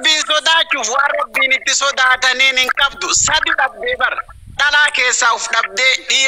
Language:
Oromo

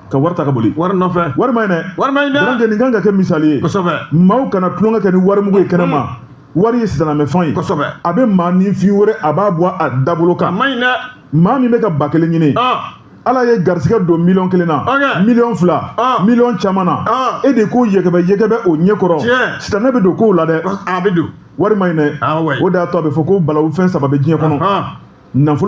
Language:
Bambara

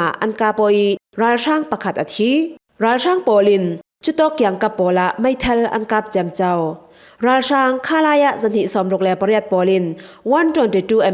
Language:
Falam Chin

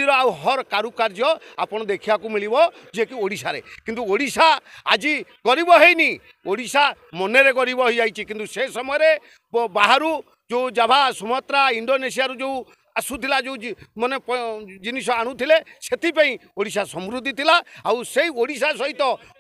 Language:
Odia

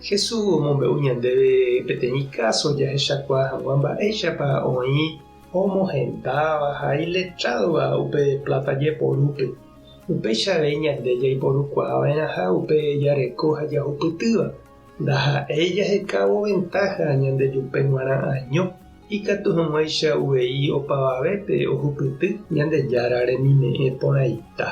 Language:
Guarani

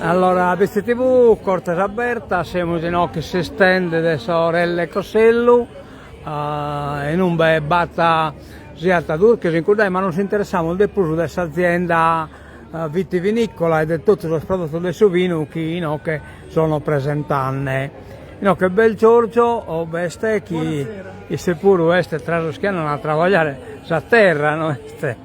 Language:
Sardinian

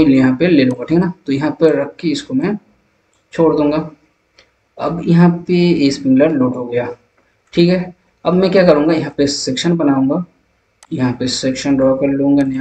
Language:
Hindi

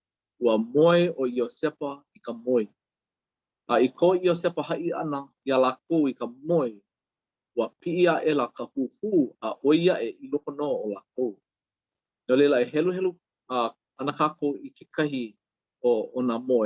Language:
Hawaiian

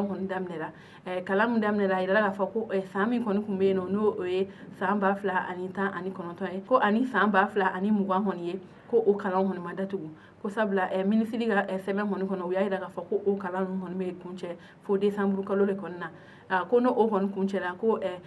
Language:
Bambara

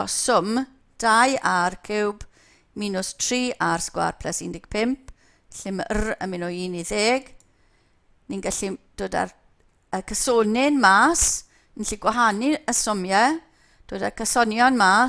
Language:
Welsh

